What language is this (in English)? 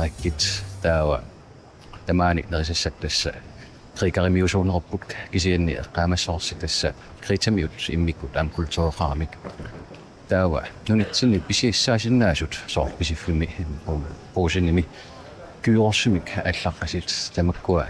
Kalaallisut